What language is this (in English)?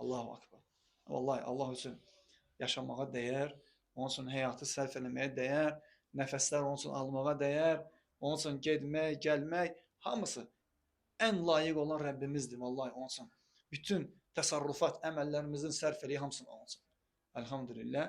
Azerbaijani